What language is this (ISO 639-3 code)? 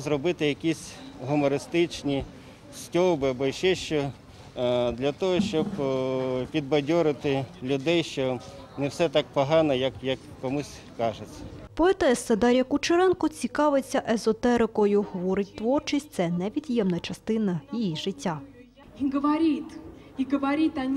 ukr